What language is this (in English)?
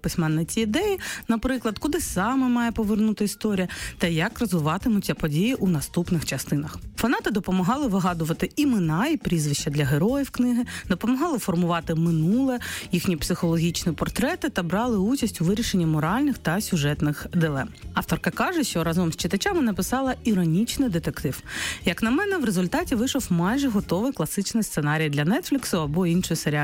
Ukrainian